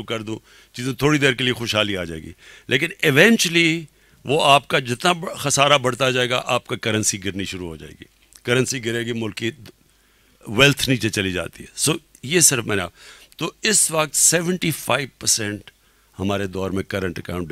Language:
Urdu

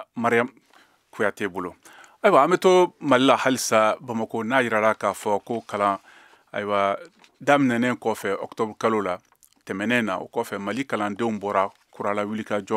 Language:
Bambara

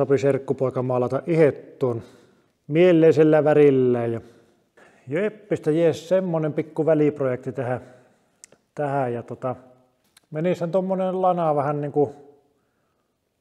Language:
Finnish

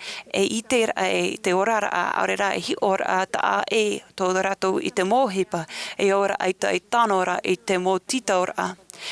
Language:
Tahitian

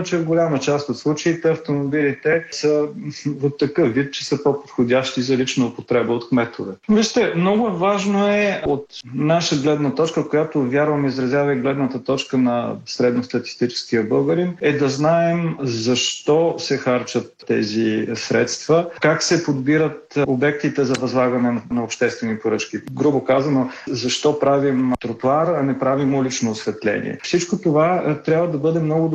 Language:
Bulgarian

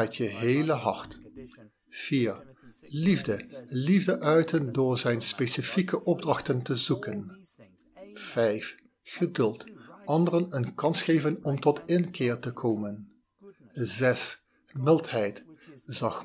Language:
Dutch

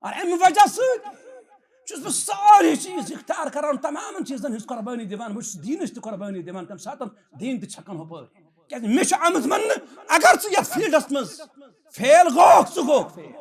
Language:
Kashmiri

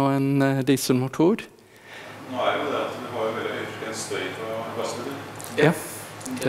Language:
Norwegian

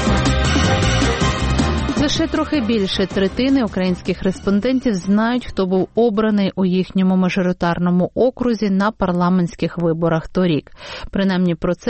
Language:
Ukrainian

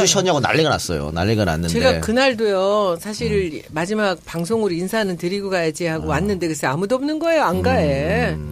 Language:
Korean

